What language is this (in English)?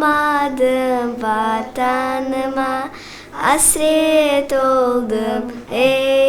Crimean Tatar